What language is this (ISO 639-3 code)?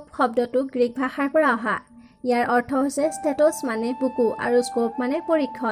asm